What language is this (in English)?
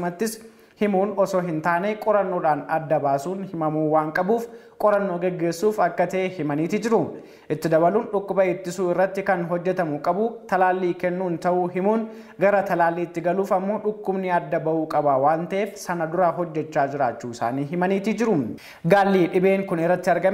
Oromo